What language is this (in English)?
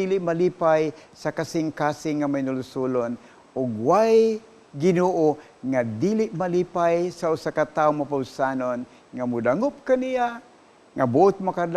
Cebuano